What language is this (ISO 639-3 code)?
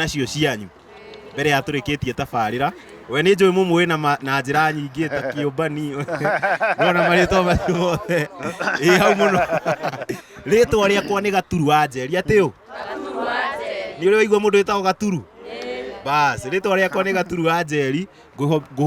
kik